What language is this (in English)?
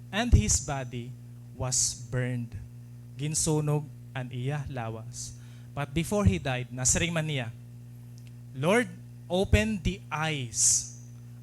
Waray